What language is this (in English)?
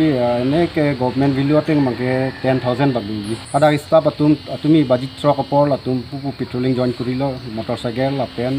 Karbi